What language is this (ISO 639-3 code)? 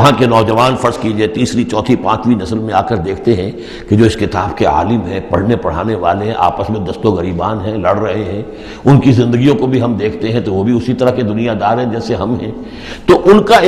urd